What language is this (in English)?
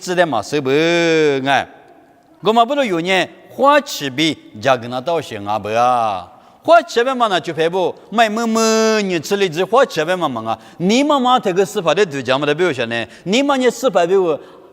Lisu